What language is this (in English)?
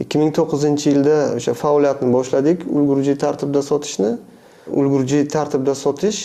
Uzbek